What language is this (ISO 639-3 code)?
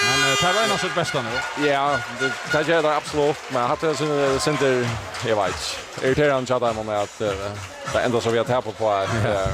fao